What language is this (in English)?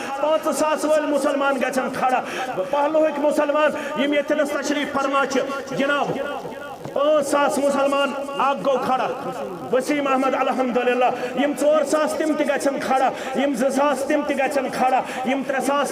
Kashmiri